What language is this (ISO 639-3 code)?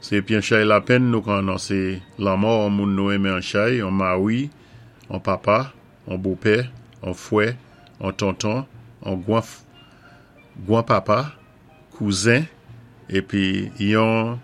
acf